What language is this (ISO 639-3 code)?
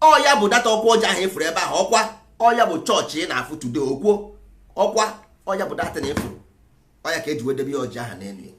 ibo